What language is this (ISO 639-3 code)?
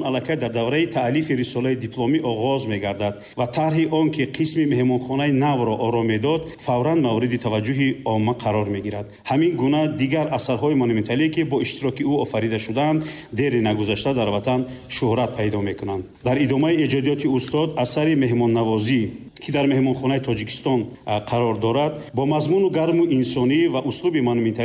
tgk